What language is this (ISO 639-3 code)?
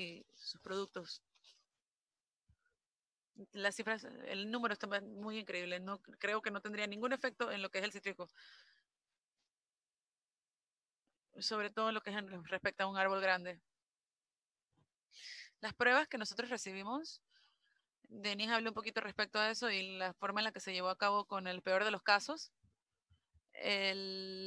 spa